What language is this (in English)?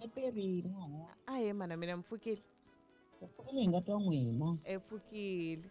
Tsonga